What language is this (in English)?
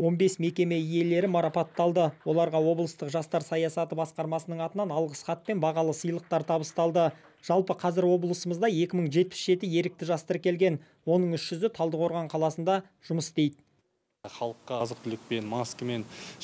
Kazakh